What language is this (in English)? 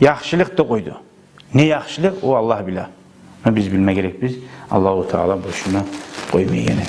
Kumyk